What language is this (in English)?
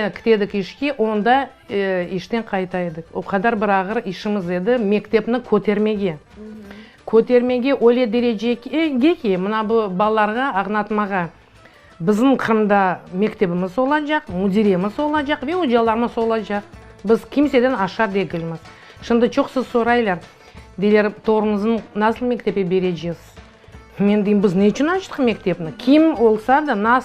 Crimean Tatar